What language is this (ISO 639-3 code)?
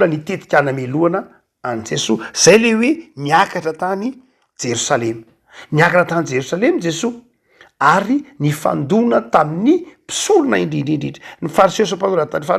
mlg